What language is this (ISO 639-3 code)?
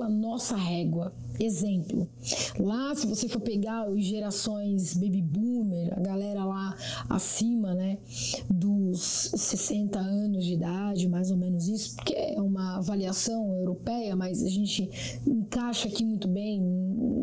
por